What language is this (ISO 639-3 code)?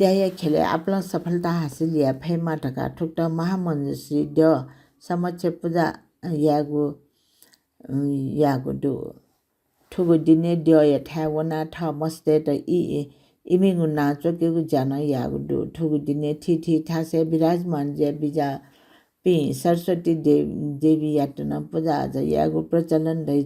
new